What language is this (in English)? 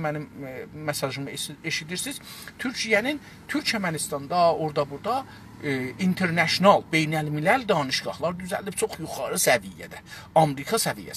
South Azerbaijani